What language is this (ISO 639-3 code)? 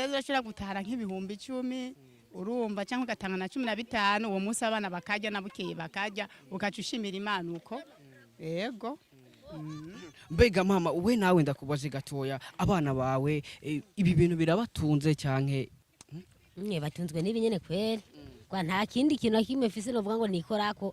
run